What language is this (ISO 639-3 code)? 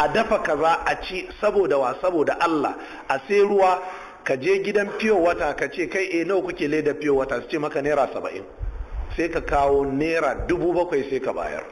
hau